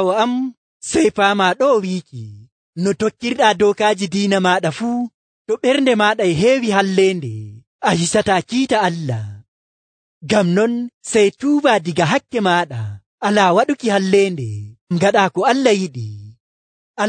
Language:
Nigerian Fulfulde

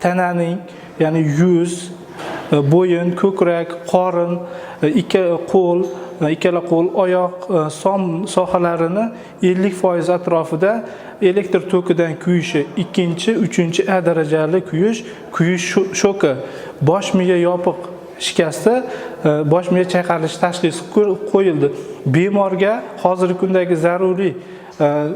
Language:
Uzbek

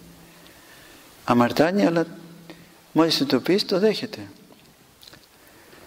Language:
Greek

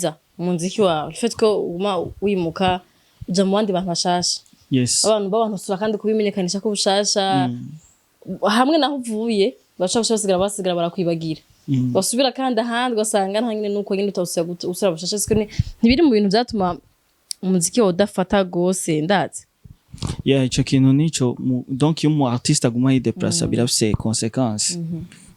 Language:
Rundi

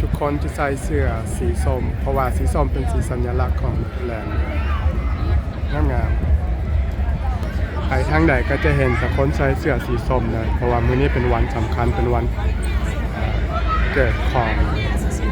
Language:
Lao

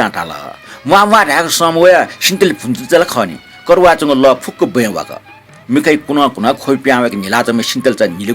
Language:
Newari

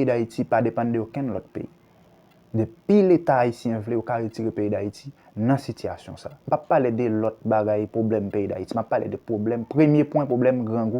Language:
Haitian Creole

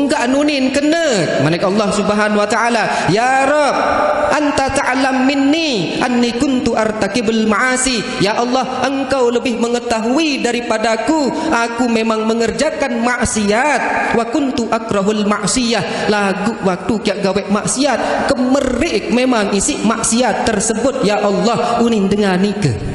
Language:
Sasak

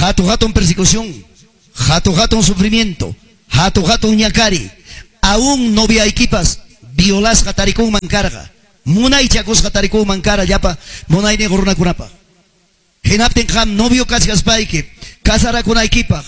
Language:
Ayacucho Quechua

